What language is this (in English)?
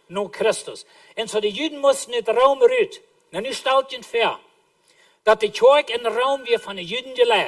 Plautdietsch